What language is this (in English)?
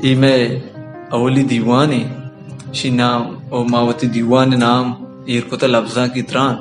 Baluchi